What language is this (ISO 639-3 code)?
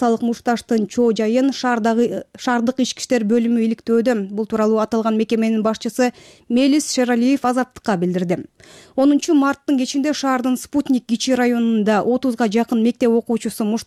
kir